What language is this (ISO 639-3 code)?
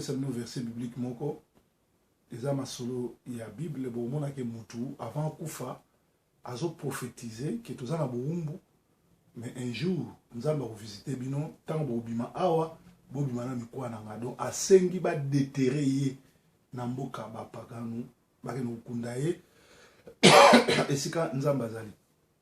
lin